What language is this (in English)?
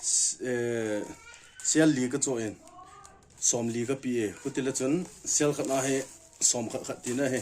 Thado Chin